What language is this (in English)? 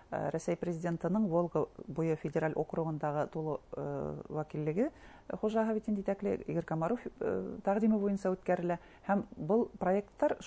Bashkir